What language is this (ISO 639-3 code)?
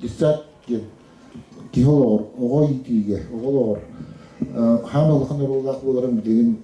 sah